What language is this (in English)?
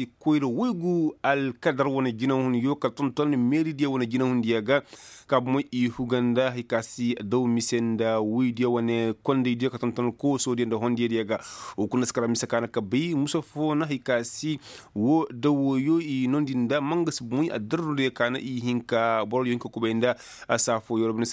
Koyraboro Senni